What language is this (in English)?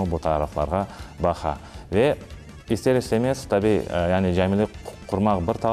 Crimean Tatar